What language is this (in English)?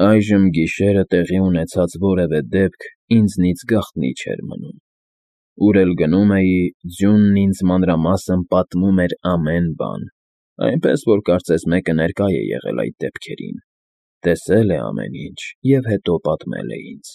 Armenian